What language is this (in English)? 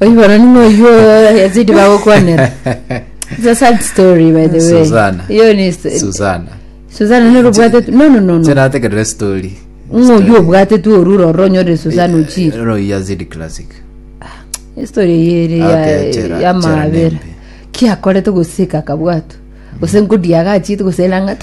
Gusii